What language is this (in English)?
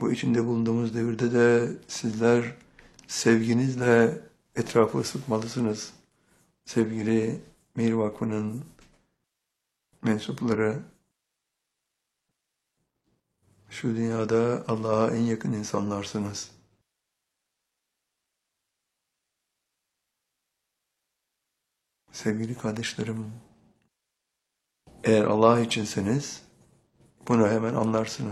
Turkish